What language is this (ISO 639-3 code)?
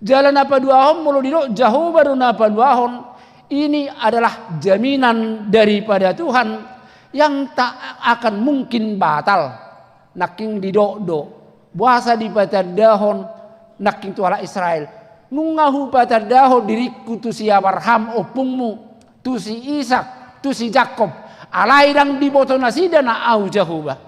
bbc